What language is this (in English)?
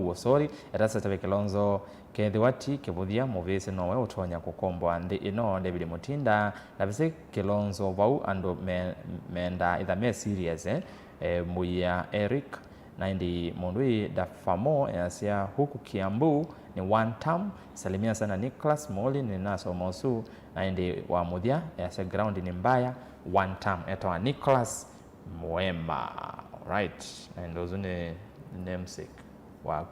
Kamba